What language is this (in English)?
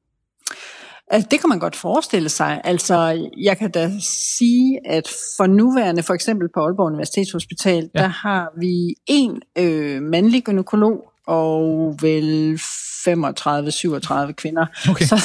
Danish